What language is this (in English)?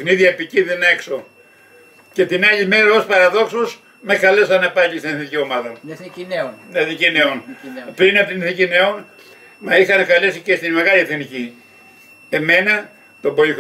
Greek